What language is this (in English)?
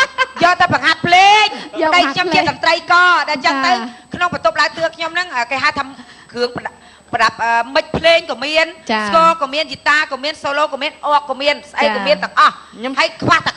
Khmer